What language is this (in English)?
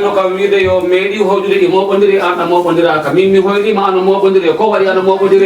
Fula